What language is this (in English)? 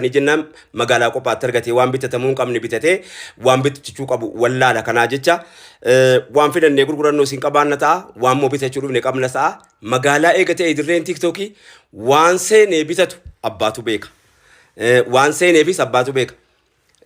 Oromo